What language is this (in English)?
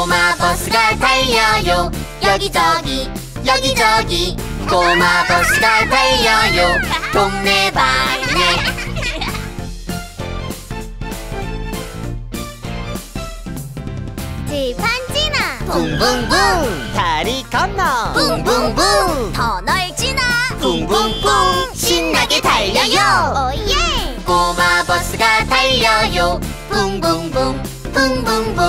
Korean